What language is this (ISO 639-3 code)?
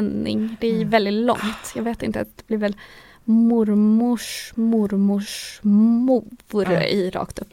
swe